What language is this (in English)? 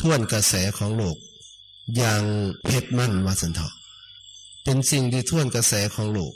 Lao